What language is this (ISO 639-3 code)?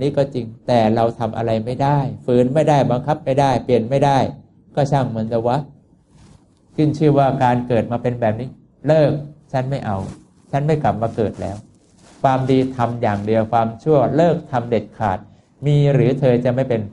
tha